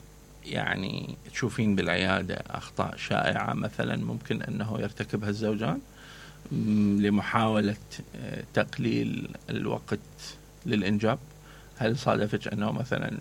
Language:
Mesopotamian Arabic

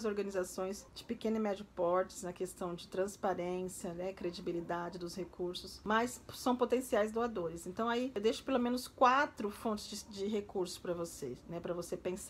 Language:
Portuguese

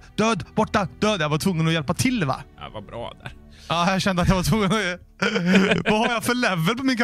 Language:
Swedish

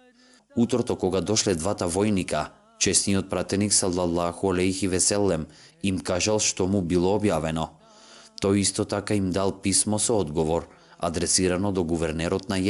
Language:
Macedonian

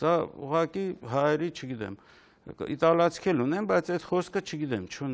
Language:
Armenian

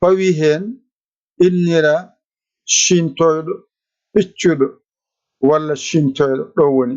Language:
Fula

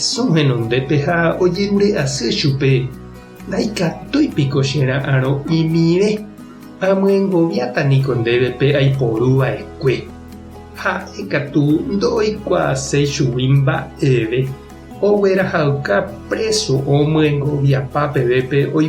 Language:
Guarani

